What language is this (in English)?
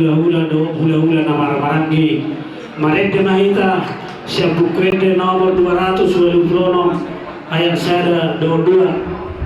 Batak Toba